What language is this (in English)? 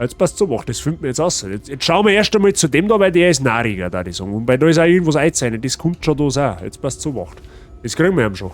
Bavarian